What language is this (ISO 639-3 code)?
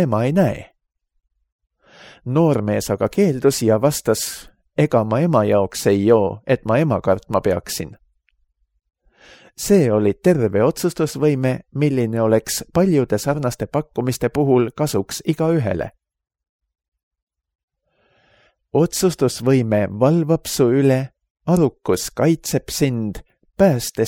est